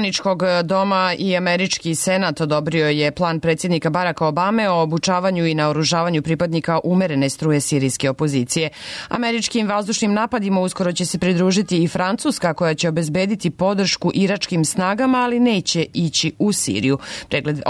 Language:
Serbian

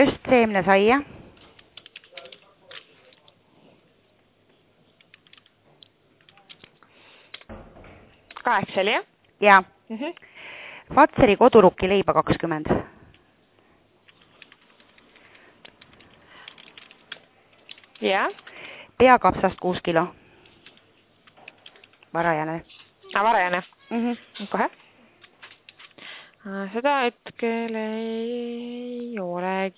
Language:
Estonian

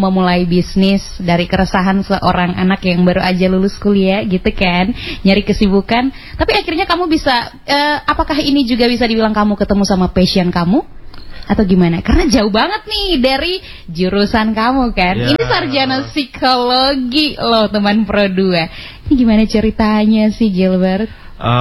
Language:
Indonesian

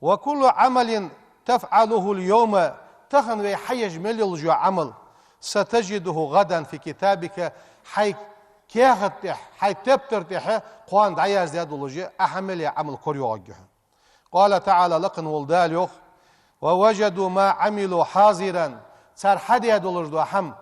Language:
Ingush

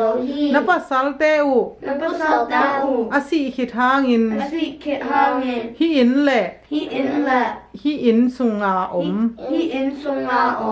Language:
Tedim Chin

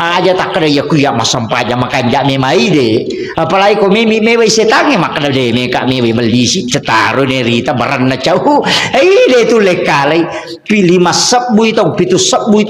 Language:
Buginese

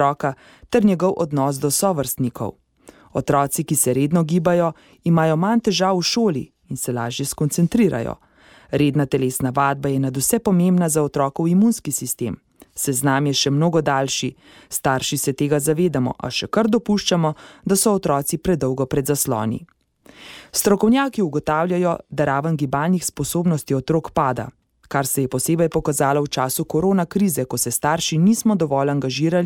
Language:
Slovenian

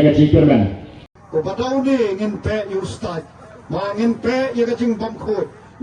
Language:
Khasi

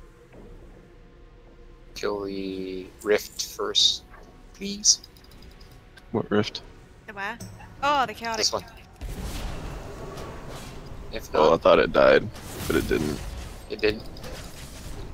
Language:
English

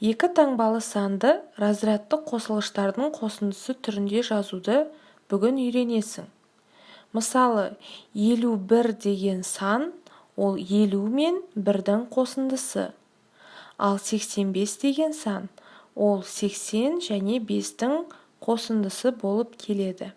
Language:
Kazakh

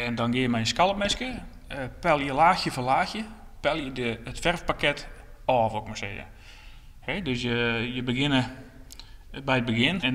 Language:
Western Frisian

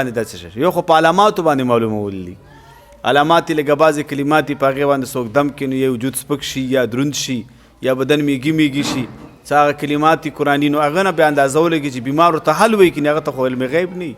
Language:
Pashto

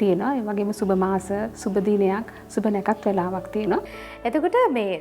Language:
Sinhala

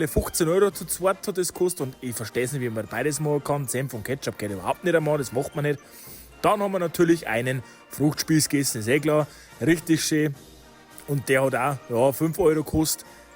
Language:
Bavarian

